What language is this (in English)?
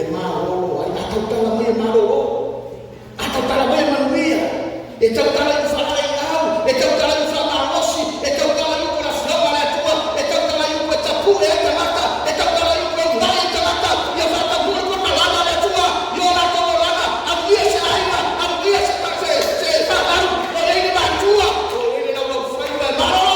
Samoan